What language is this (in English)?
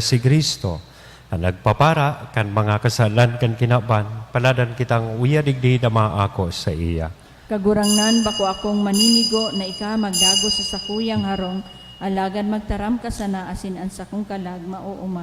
Bikol